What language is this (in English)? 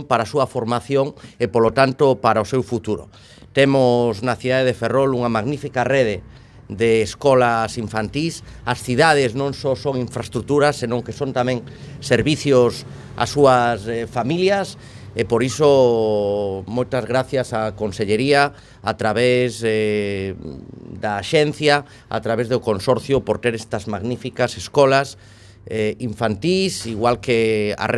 Galician